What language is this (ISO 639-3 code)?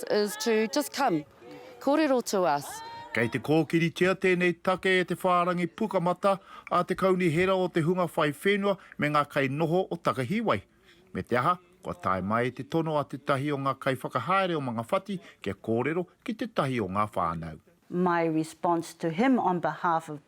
mri